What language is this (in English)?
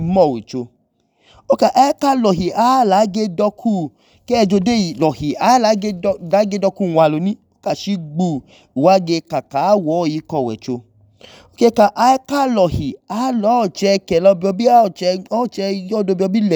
Idoma